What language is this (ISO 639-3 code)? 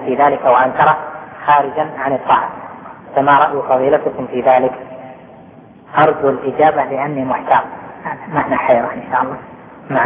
ara